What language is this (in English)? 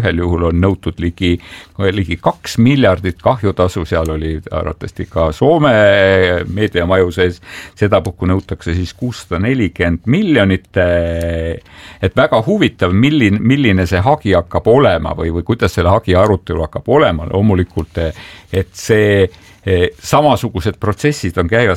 Estonian